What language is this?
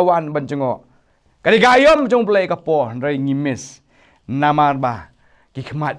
Khasi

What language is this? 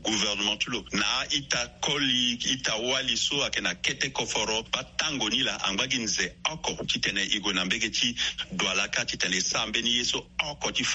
Sango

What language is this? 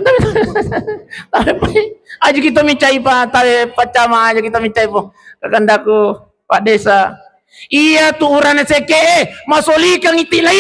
Buginese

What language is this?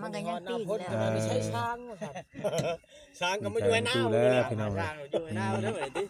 Northeastern Thai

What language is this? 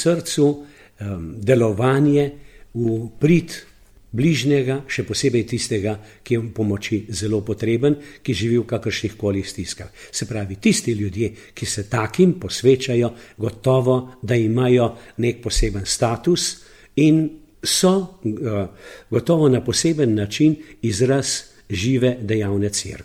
Slovenian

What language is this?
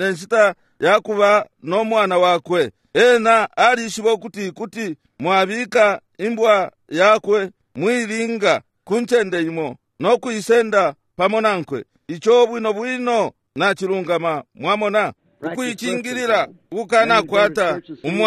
Bemba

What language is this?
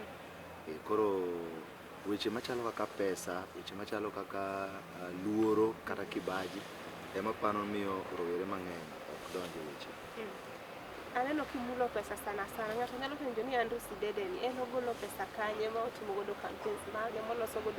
Luo (Kenya and Tanzania)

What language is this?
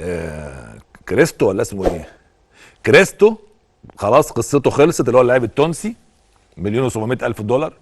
Egyptian Arabic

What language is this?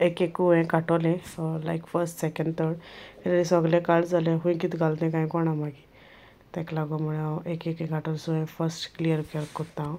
Konkani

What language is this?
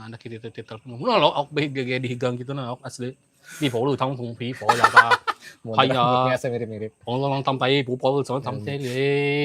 Banjar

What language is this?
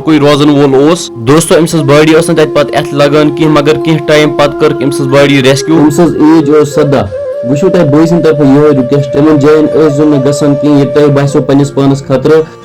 Kashmiri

